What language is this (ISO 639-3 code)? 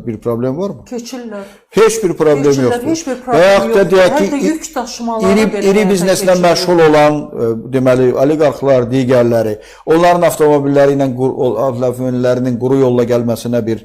aze